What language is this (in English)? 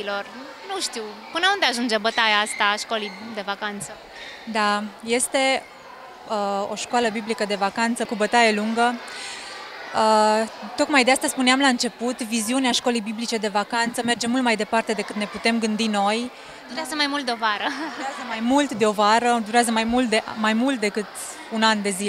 Romanian